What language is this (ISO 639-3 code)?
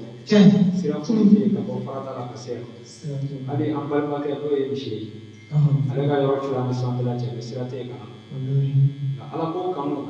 bam